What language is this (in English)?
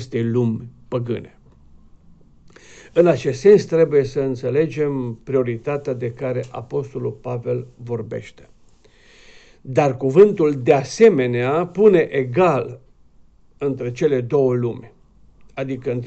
Romanian